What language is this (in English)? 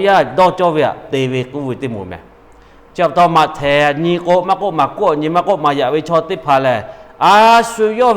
Lahu